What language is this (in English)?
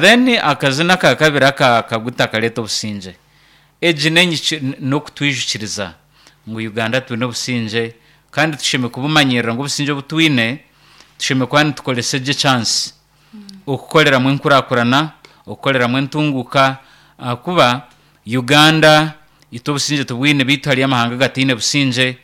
Nyankole